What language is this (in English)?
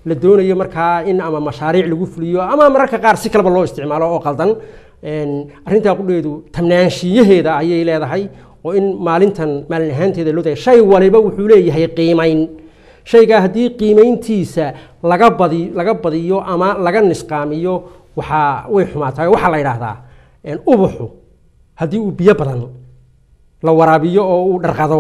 Somali